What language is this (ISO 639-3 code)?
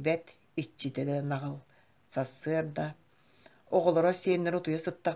sah